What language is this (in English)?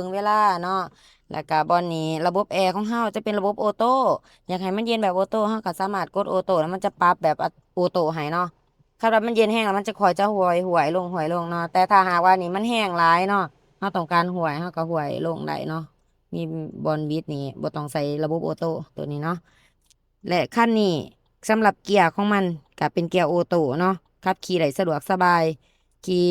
Lao